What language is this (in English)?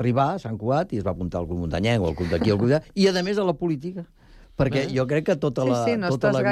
Catalan